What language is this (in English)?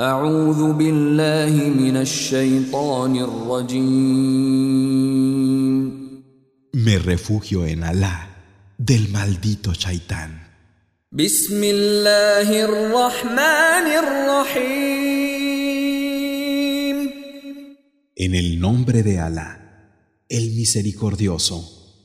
Spanish